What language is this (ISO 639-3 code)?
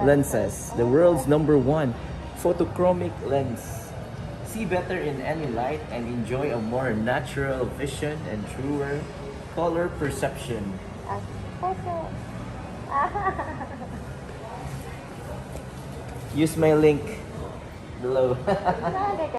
ceb